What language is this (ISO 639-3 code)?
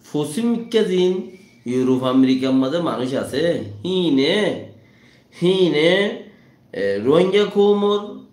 rhg